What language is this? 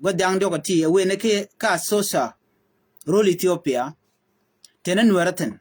Nuer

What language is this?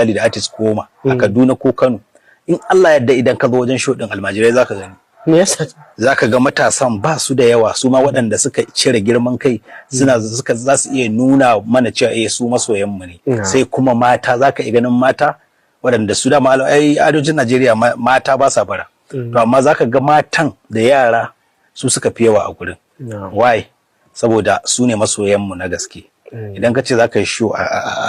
Hausa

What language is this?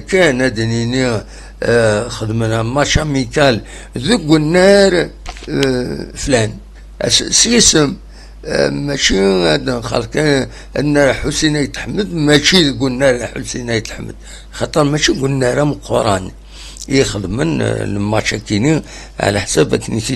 Kabyle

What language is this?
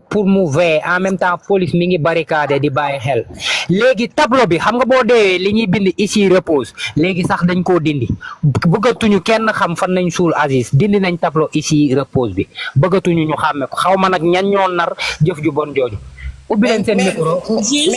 Wolof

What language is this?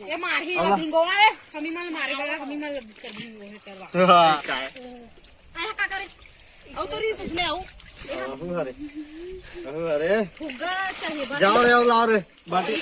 Chhattisgarhi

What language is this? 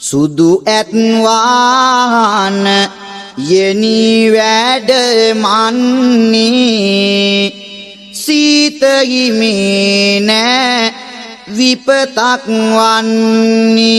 Sinhala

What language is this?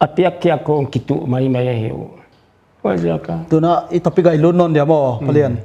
Paite Chin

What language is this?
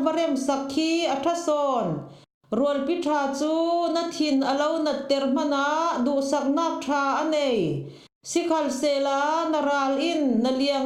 Falam Chin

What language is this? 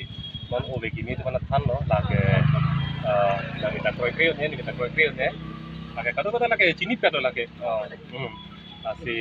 Karbi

